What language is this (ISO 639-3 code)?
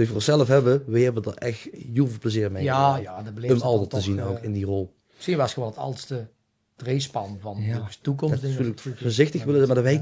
lim